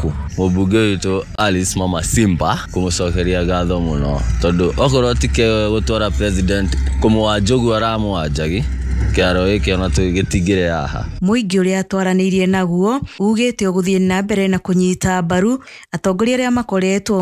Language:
Kikuyu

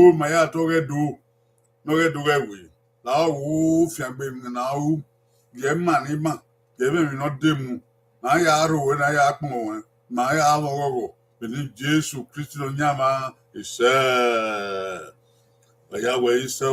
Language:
Bini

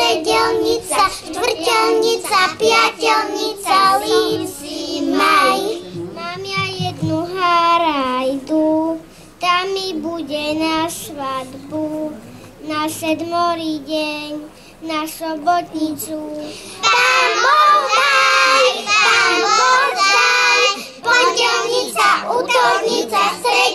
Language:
Slovak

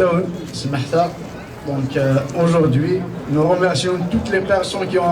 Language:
Kabyle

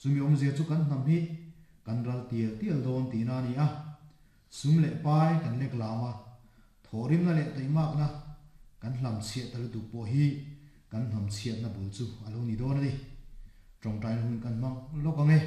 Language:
Mizo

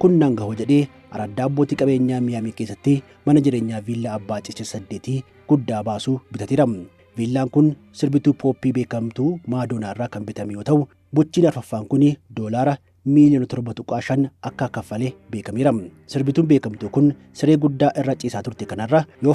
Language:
Oromo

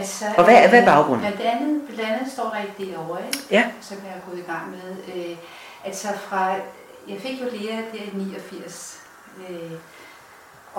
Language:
Danish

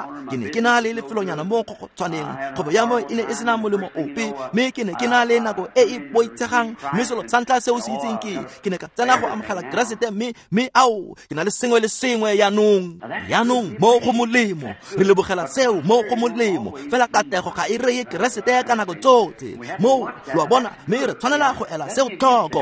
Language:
Tswana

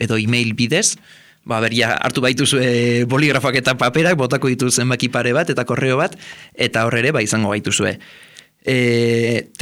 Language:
Basque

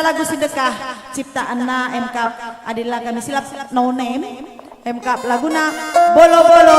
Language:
Batak Karo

